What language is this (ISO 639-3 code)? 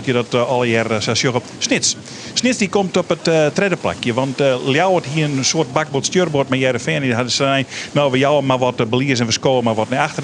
fry